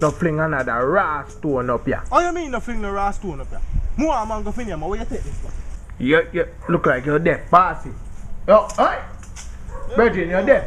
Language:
Jamaican Creole English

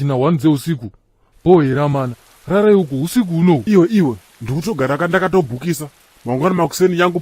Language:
Shona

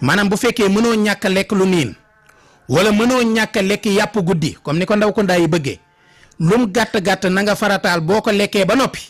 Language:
Wolof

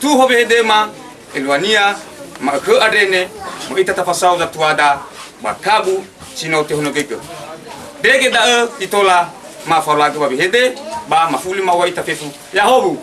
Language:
Nias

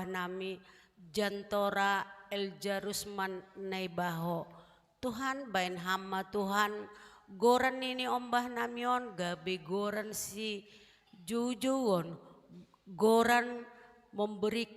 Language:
Batak Simalungun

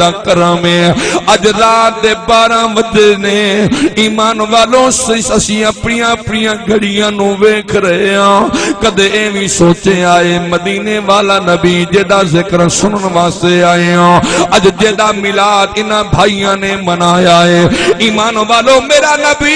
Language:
Saraiki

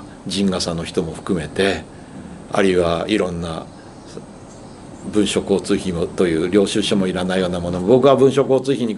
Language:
Japanese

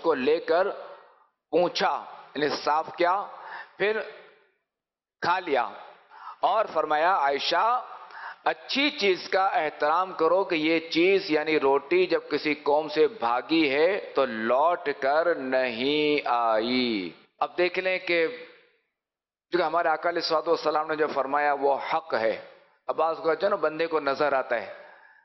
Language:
Urdu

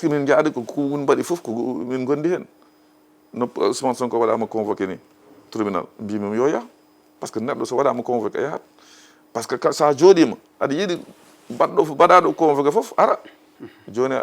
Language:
Fula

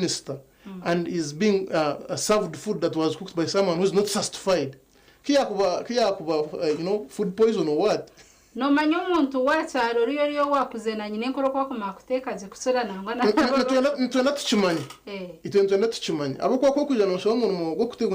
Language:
Nyankole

